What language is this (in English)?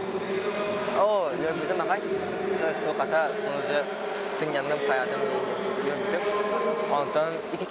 Yakut